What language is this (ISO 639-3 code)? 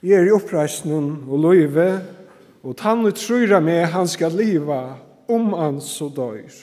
fao